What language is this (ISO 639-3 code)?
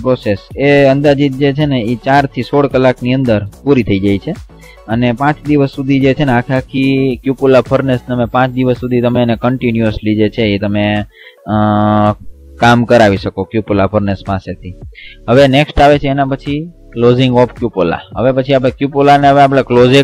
guj